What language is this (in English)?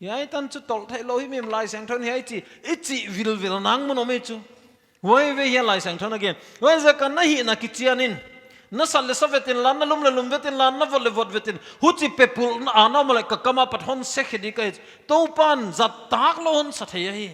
Paite Chin